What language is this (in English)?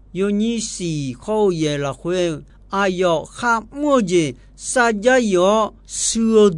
Akha